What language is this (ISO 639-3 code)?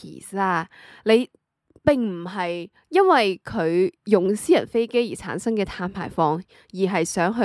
yue